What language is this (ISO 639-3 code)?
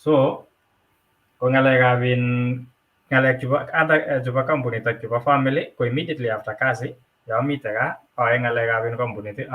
kln